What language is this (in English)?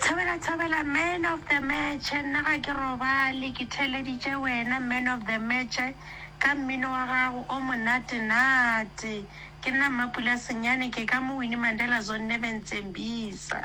Northern Sotho